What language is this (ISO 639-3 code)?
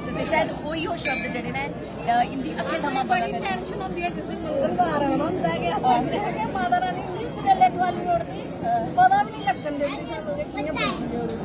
doi